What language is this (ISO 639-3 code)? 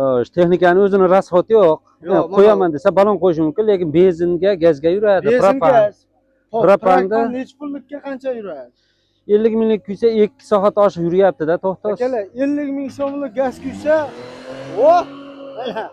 uzb